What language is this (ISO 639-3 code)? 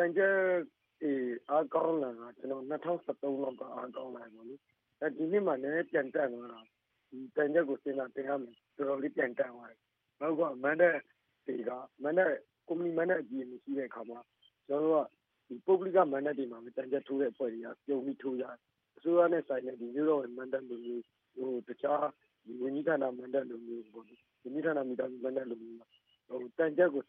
mya